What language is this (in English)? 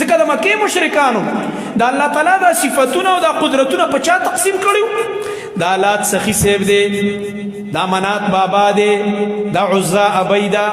Pashto